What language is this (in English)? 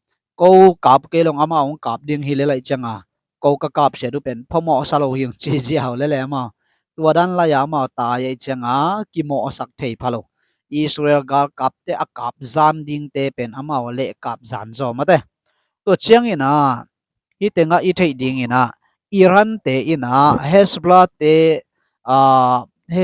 Tedim Chin